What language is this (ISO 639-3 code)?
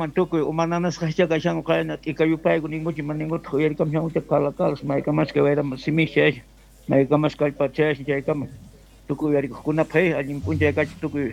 quh